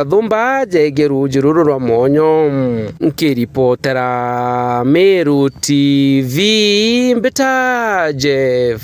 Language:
Meru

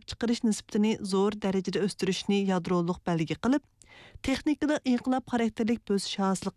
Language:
Uyghur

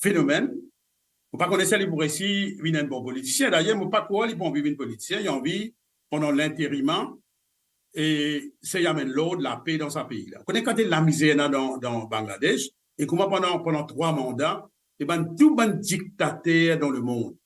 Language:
Morisyen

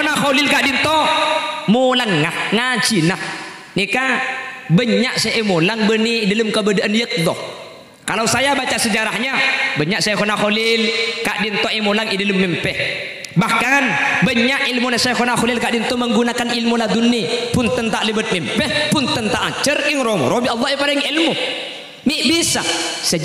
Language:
Madurese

